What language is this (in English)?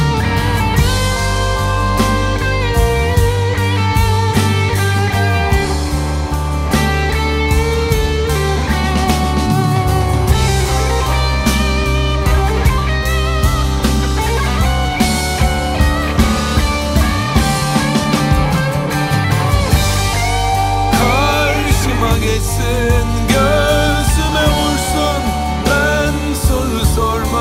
Turkish